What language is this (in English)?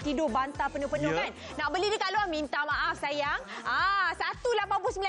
Malay